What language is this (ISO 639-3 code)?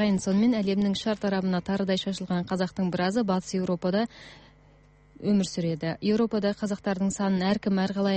kaz